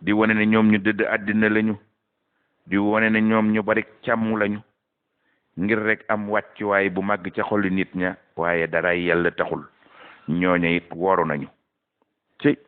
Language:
Wolof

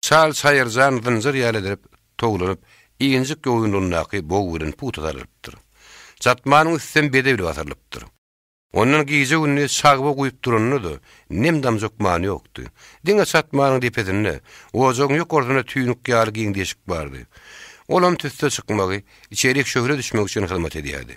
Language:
Turkmen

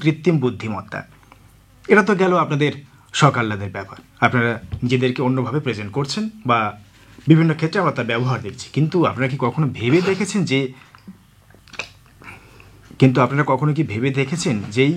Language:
Bangla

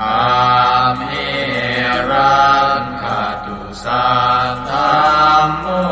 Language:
Pali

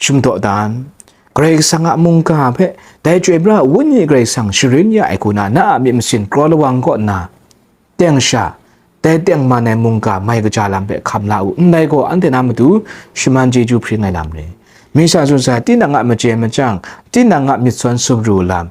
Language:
Kachin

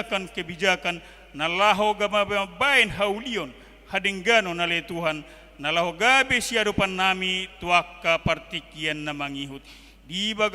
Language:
Batak Toba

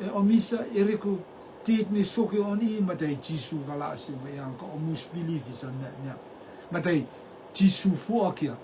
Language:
Rotuman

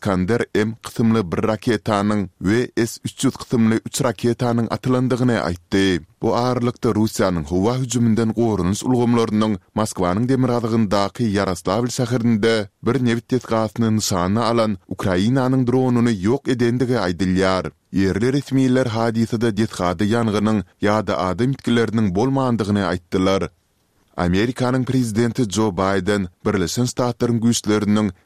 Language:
Turkmen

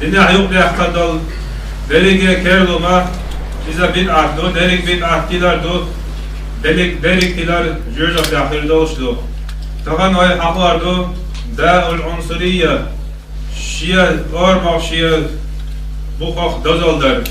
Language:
Chechen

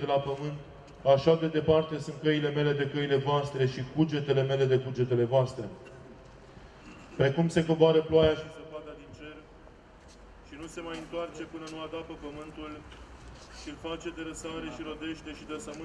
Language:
Romanian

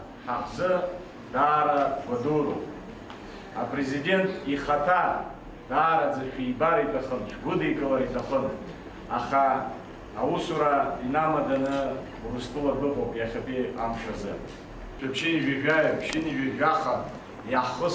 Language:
Abkhazian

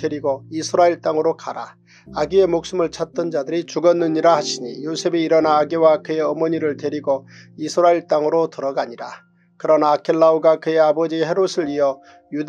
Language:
Korean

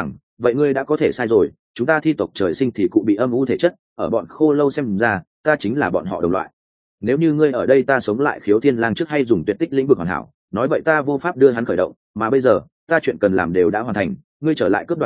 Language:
Vietnamese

